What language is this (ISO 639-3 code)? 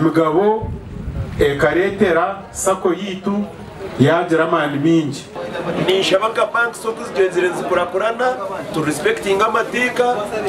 nyn